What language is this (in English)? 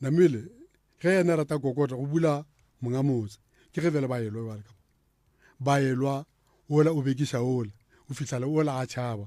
Northern Sotho